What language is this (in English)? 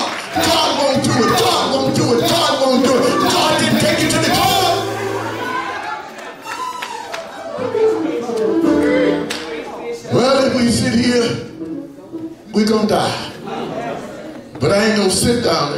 English